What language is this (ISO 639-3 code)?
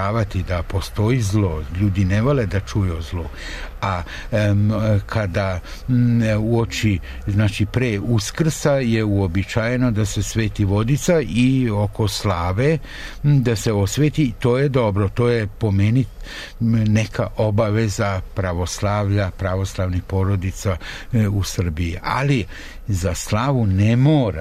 srp